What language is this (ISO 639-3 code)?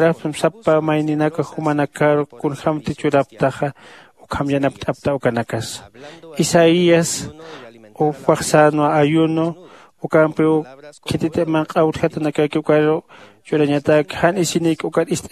aym